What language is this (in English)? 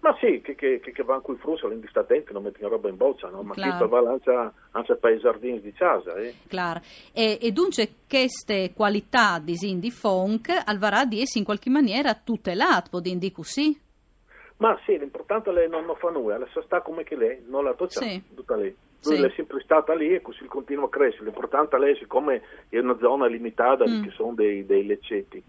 Friulian